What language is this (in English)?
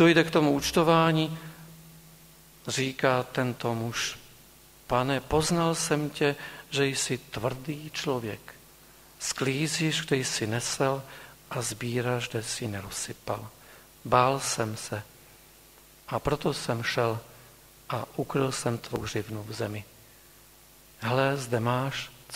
Czech